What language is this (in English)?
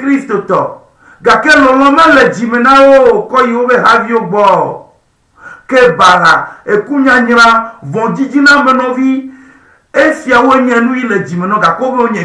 Ewe